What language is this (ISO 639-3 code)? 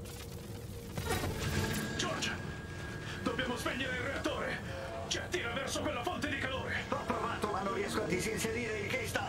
ita